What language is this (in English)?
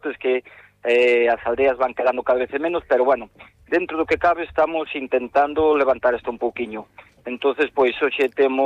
Galician